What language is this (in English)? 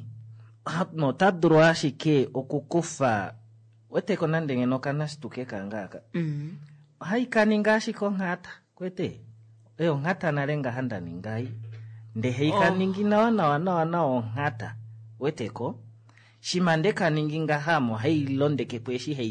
Kuanyama